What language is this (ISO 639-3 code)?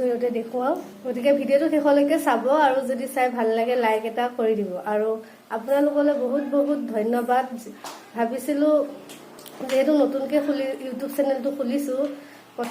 asm